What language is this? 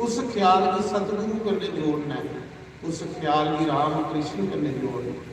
Dogri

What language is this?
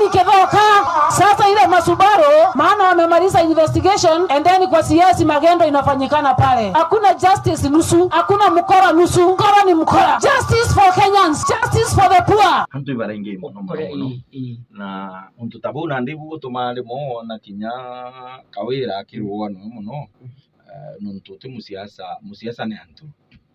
Meru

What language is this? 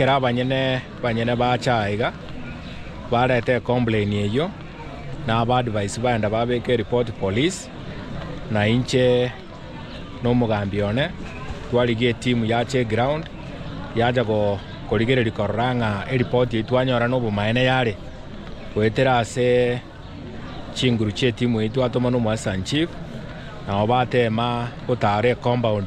Gusii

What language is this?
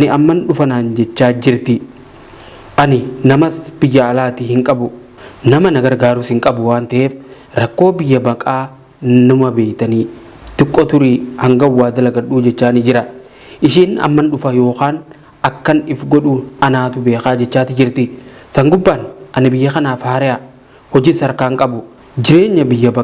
Oromo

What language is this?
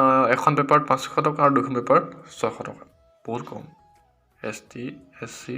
Assamese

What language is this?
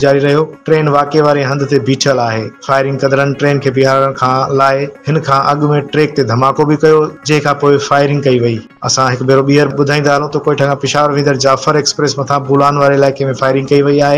Sindhi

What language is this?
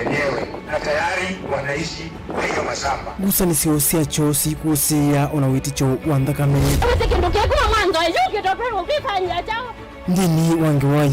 Kamba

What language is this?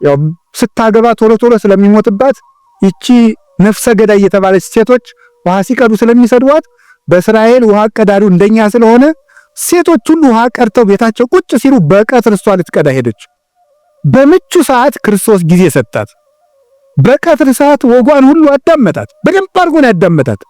Amharic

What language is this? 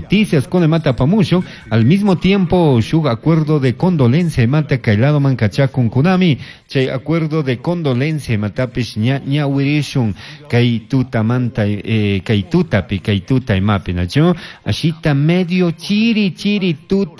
Chimborazo Highland Quichua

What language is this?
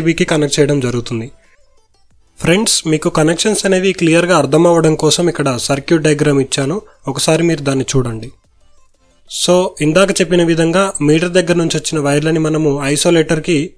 Telugu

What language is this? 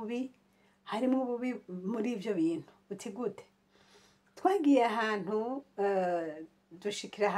Rundi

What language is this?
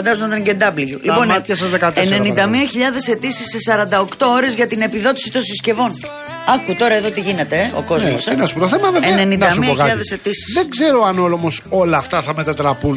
Greek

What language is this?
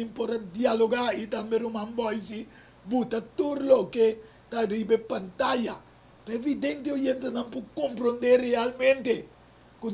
Papiamento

